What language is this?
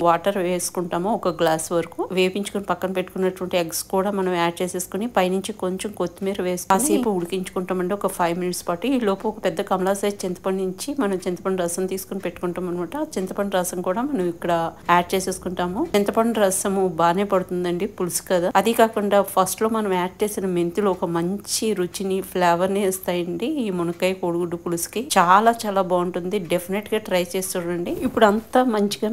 Telugu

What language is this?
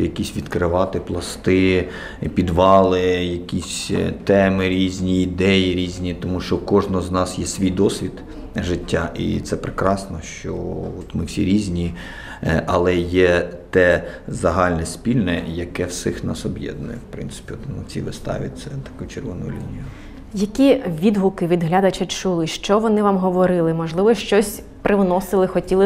Ukrainian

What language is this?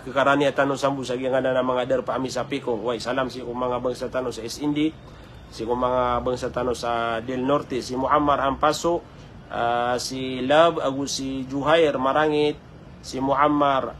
Maranao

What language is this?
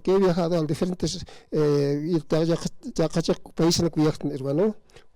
Aymara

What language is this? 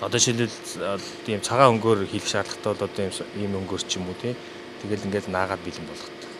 Mongolian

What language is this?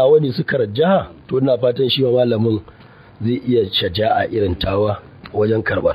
Hausa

